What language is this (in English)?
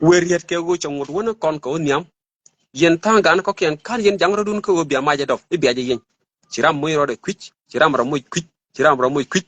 Nuer